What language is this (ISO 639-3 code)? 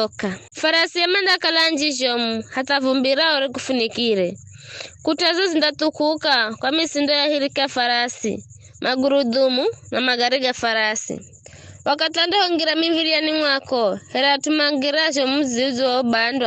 nyf